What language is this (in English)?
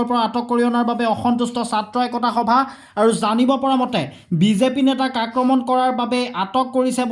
Assamese